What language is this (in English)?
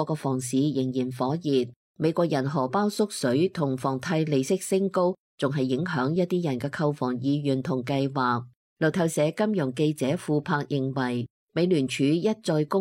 Cantonese